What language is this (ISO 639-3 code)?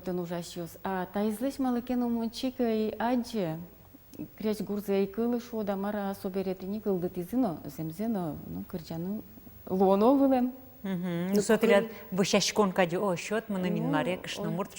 udm